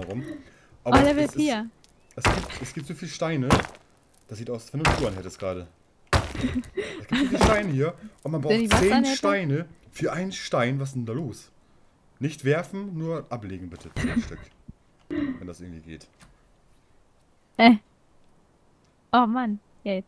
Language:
German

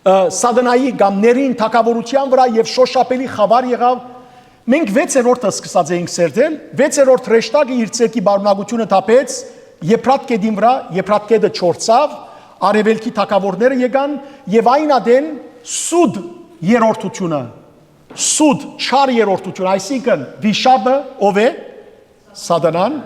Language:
Western Armenian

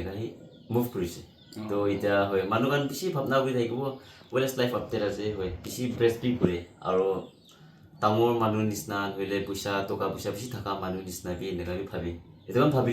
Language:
Naga Pidgin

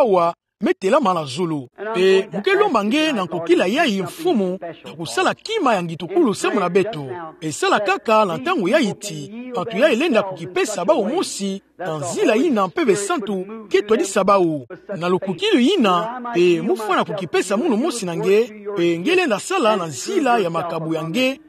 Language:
Kituba (Democratic Republic of Congo)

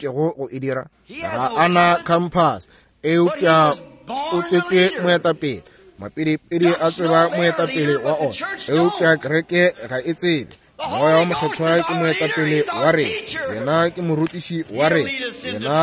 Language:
Northern Sotho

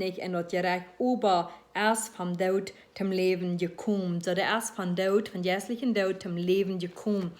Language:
Plautdietsch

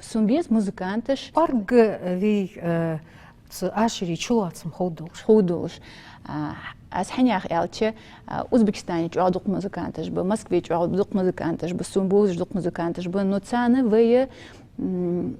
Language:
Ingush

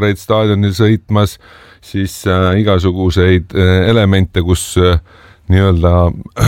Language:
Estonian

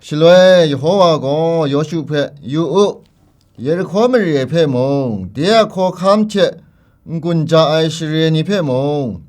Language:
Kachin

